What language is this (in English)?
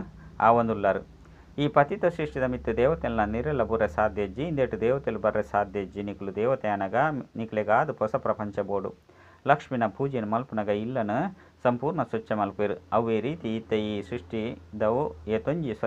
Tulu